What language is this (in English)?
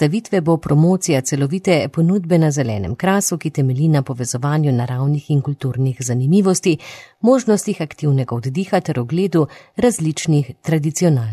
Slovenian